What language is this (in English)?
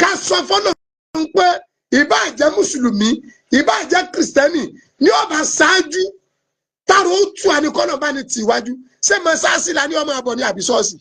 Yoruba